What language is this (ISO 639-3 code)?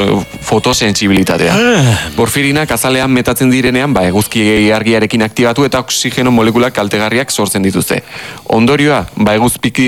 eus